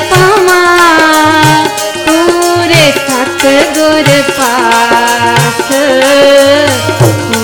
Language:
Hindi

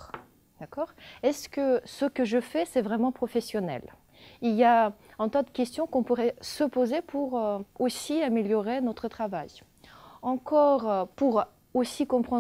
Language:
French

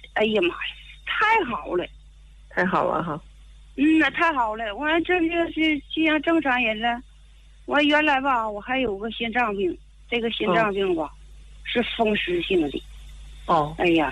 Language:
Chinese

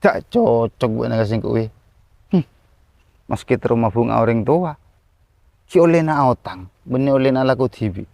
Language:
Madurese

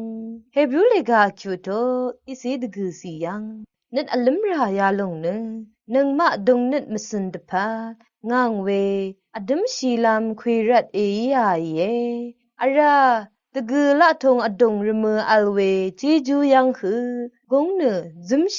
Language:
Rawang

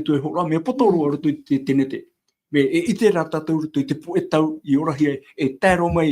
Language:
Tahitian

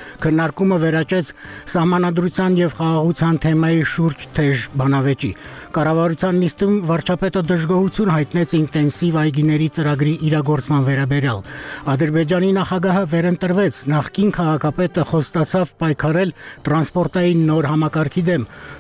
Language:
Armenian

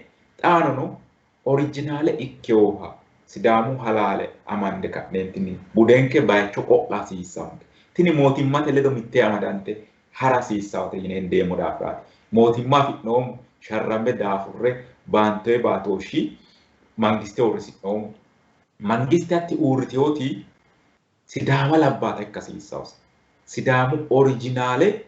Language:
Sidamo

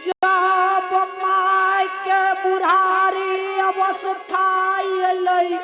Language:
Angika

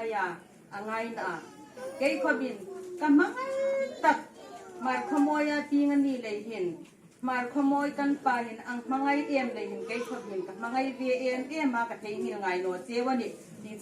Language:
Hmar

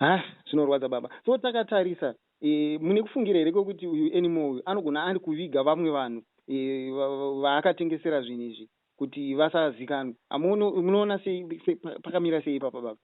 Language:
Shona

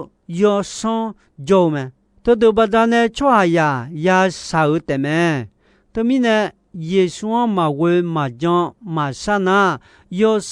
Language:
Akha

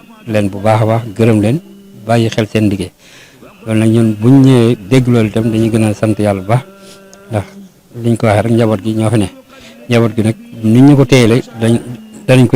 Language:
Wolof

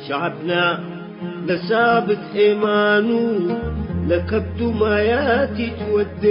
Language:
Tigre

